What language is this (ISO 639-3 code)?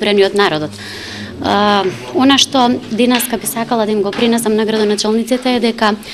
mkd